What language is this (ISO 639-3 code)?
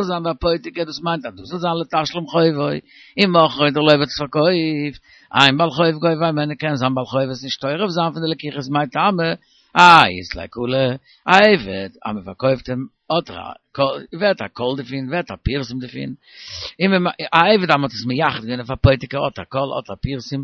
yid